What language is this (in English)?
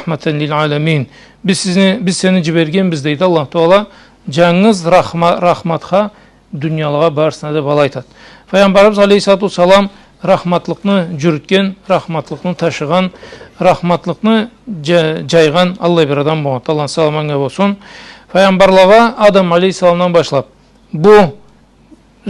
Karachay-Balkar